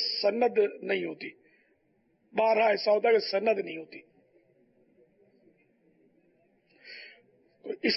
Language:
Urdu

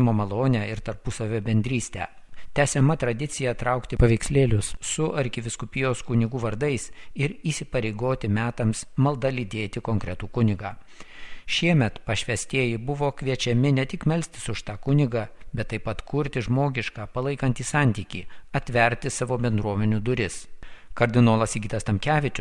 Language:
Lithuanian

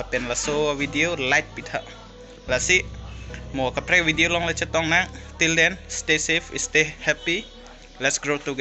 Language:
Karbi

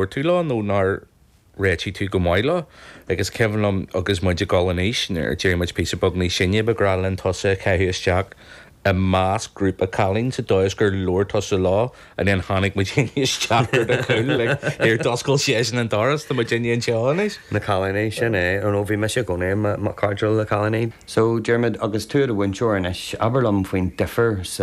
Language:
Irish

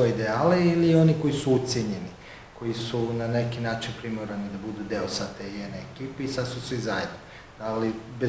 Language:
Serbian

